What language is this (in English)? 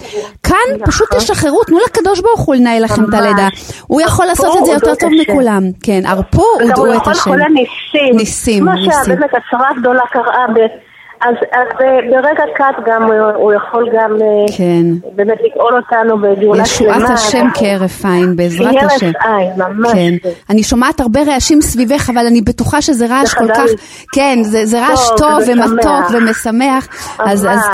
Hebrew